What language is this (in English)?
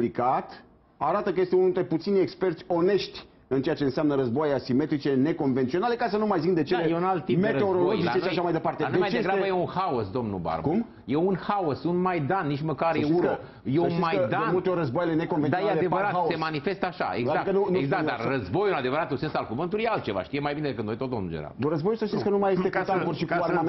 Romanian